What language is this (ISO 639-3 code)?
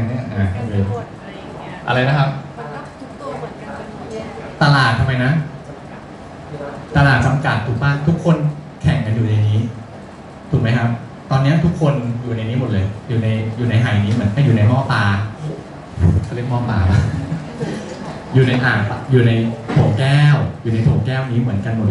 tha